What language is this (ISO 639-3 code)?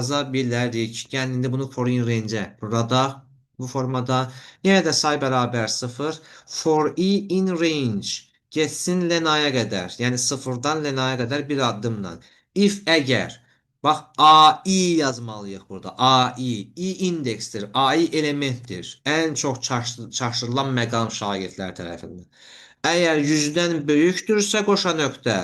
aze